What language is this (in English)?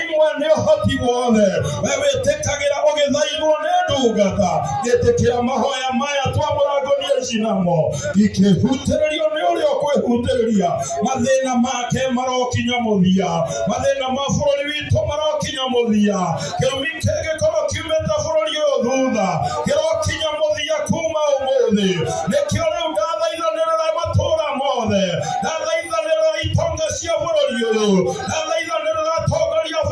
Kikuyu